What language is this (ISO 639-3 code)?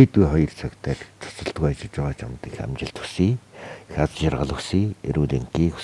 mon